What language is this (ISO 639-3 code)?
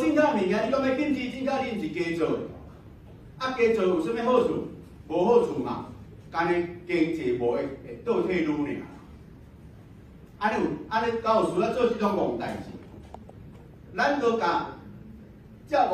nan